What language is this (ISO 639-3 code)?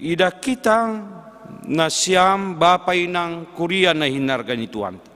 bts